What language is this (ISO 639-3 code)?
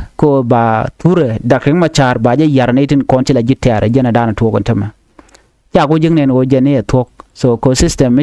nus